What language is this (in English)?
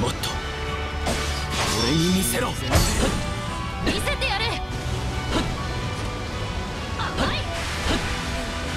Japanese